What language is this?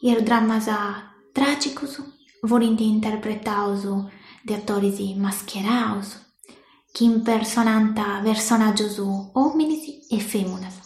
Sardinian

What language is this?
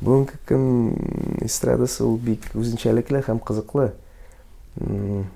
Tatar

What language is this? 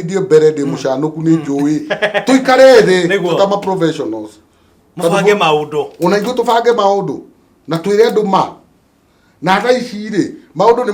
Kikuyu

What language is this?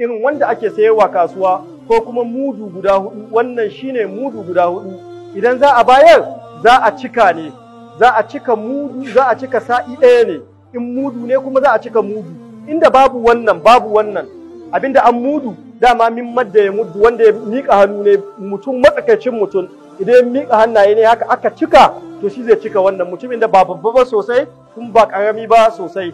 Hausa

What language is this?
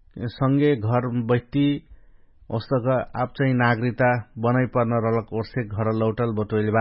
Dangaura Tharu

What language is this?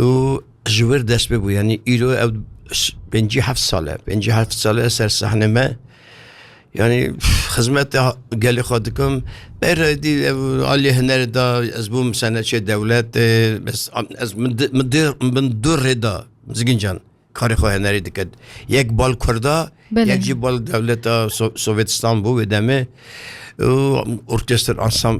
Kurdish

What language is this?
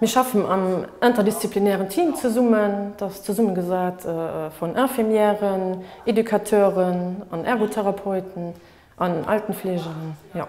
Luxembourgish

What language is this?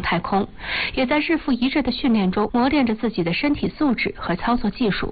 Chinese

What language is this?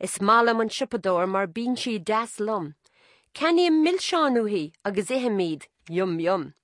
Irish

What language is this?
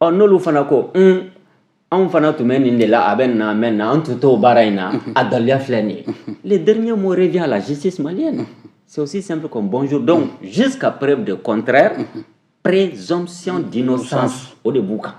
Bambara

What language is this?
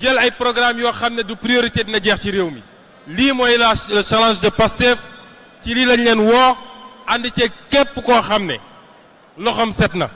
Wolof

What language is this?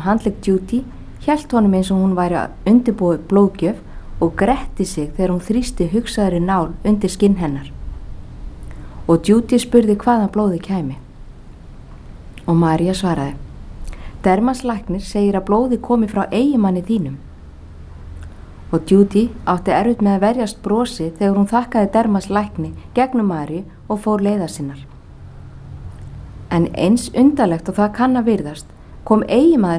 Icelandic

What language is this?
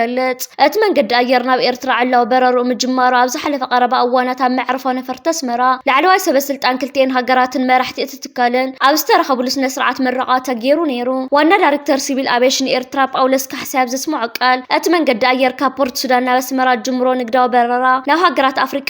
Tigrinya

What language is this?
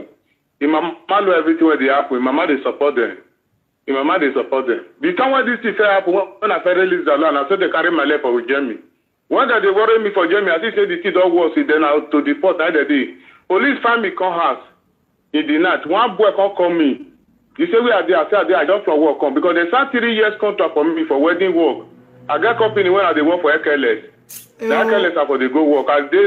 Nigerian Pidgin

